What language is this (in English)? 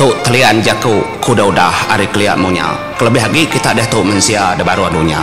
Iban